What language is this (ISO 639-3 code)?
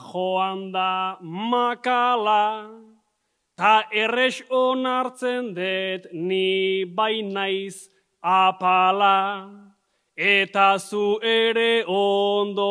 eus